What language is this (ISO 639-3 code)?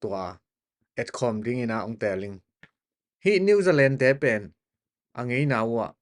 ctd